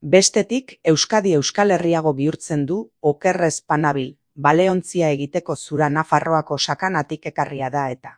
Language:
Basque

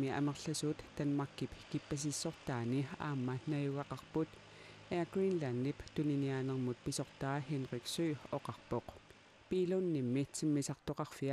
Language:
Kalaallisut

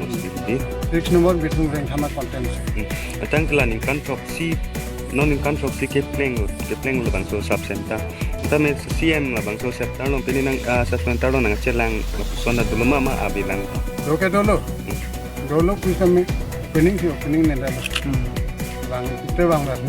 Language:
Karbi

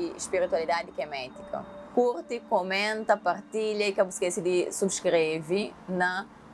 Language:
Kabuverdianu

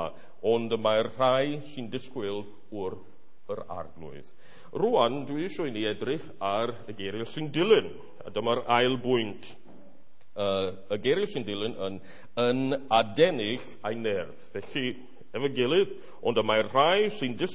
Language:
Welsh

